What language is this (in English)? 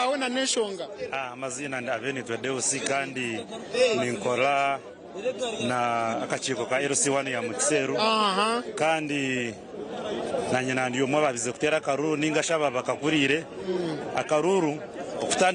Nyankole